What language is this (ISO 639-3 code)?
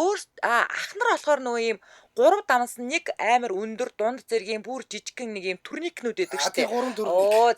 mon